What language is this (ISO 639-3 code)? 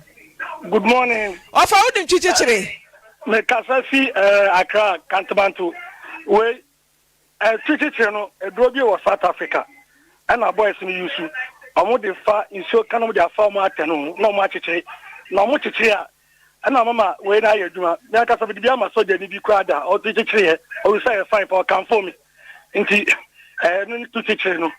aka